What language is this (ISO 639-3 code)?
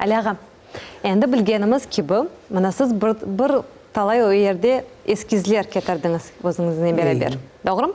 crh